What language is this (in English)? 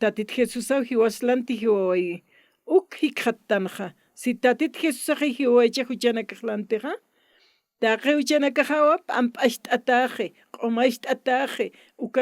Aymara